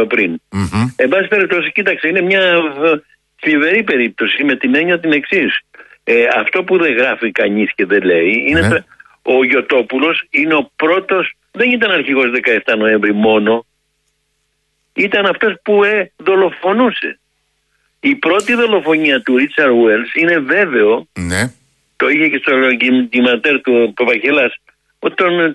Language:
Greek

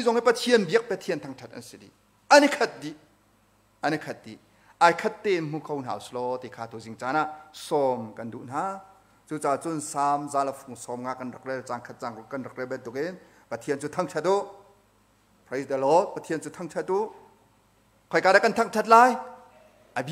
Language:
Hakha Chin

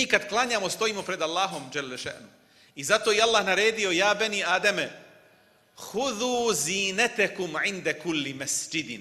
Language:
Bosnian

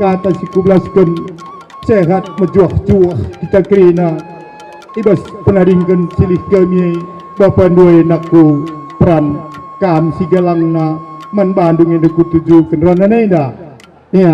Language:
Batak Karo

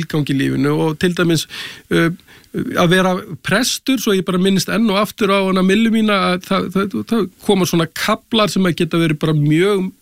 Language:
Icelandic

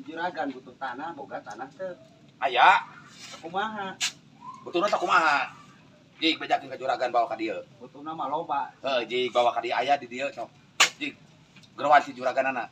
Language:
Sundanese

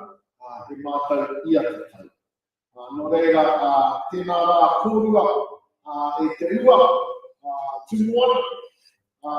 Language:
Māori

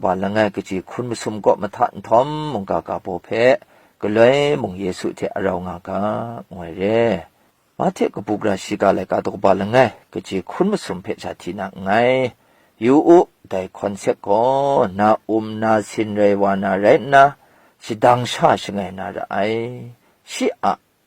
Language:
Kachin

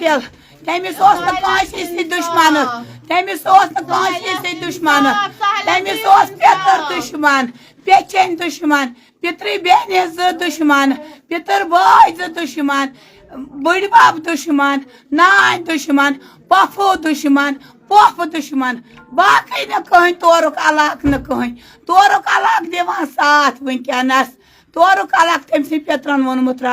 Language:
Kashmiri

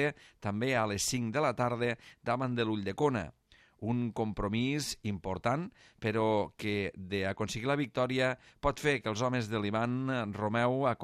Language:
Catalan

